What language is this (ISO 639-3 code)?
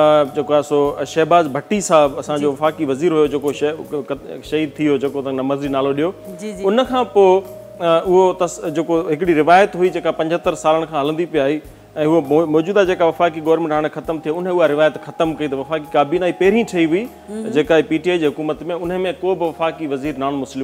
snd